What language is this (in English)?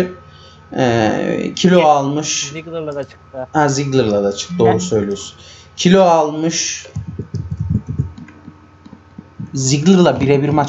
Turkish